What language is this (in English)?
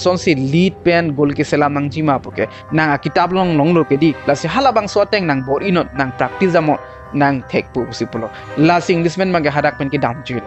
Karbi